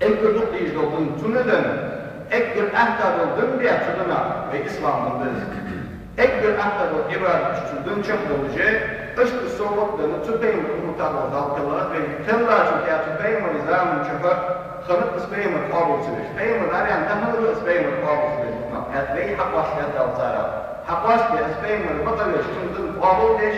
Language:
Ingush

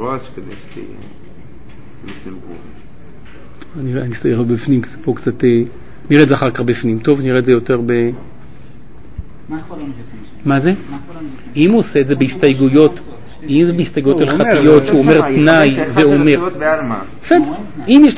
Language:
Hebrew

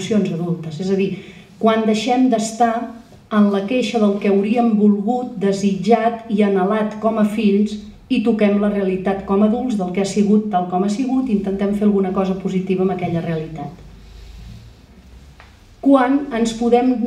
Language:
Catalan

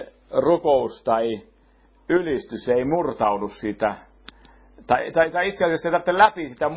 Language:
Finnish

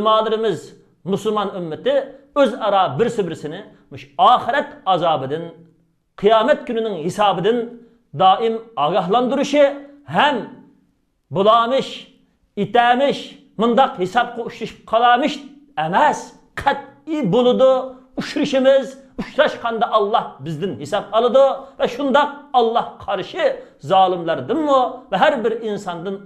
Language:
Uyghur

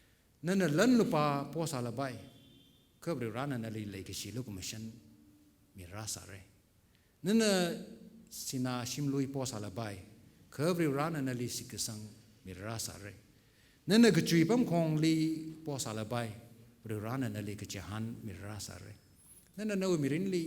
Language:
Tangkhul Naga (India)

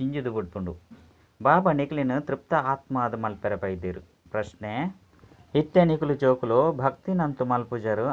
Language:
Tulu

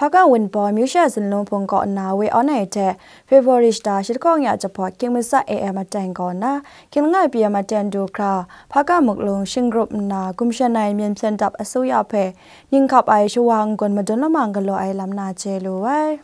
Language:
Kachin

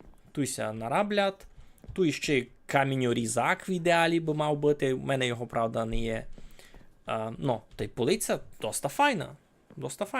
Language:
Rusyn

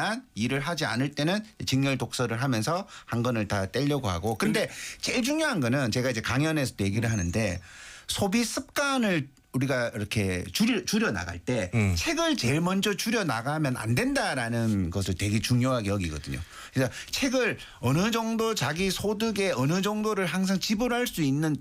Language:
Korean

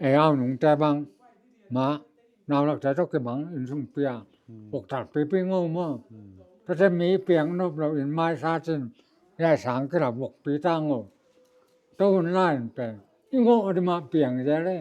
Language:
Tedim Chin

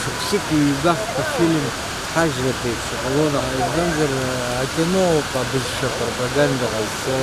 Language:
Abkhazian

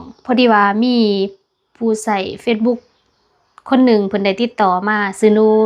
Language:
Lao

